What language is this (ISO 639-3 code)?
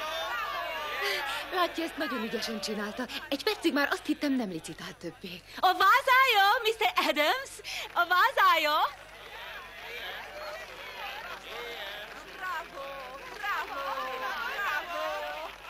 hun